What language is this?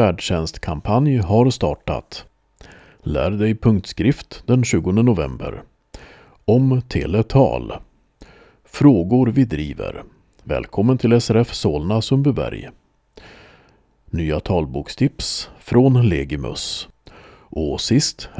Swedish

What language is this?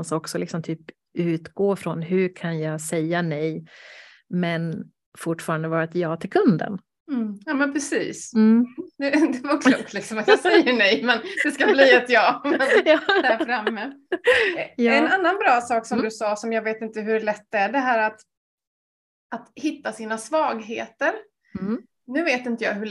Swedish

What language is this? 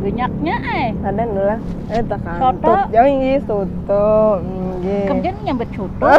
Banjar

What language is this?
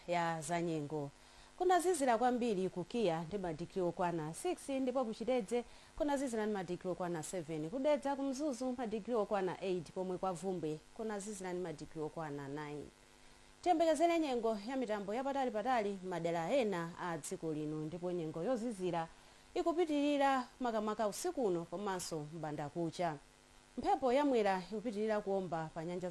Nyanja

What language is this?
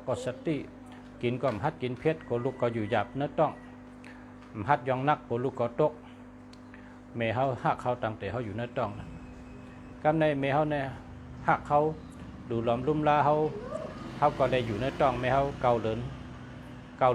Shan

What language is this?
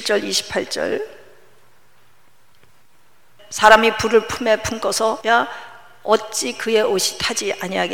Korean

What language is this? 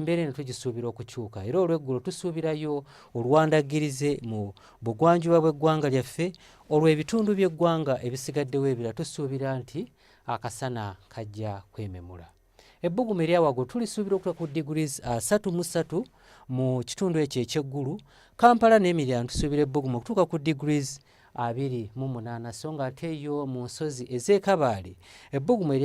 Ganda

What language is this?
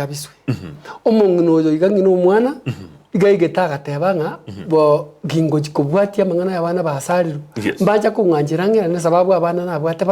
Gusii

